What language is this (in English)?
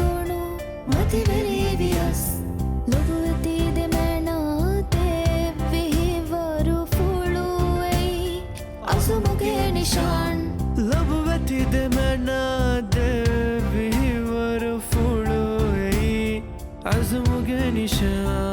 Divehi